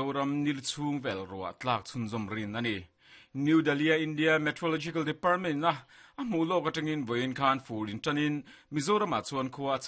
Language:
Mizo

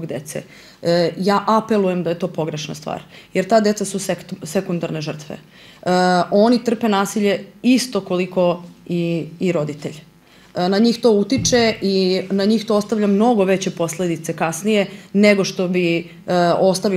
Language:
Serbian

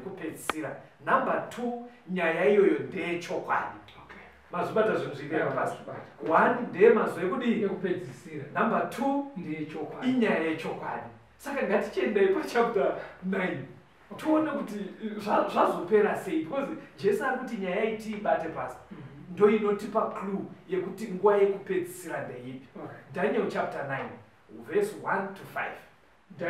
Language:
Shona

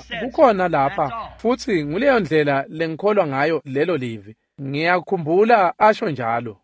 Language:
Swati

